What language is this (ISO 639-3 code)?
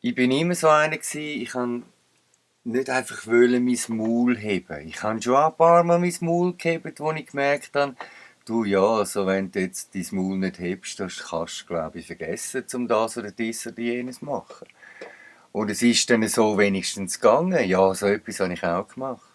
gsw